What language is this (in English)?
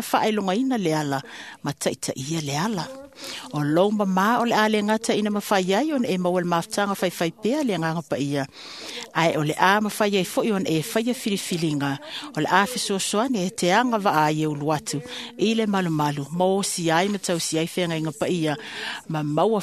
Samoan